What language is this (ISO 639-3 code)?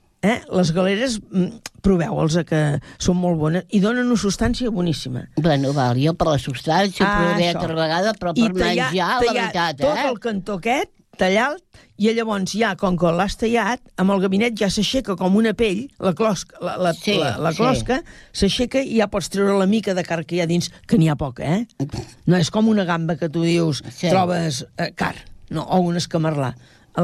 cat